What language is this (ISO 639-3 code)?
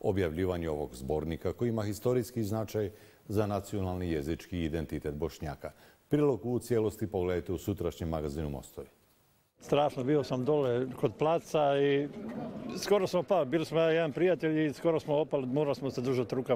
bos